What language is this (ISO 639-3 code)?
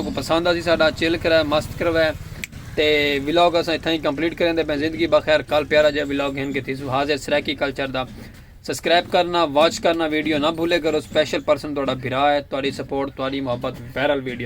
skr